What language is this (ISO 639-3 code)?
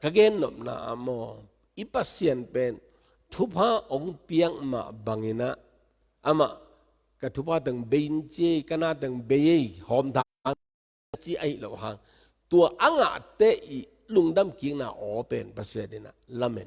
ctd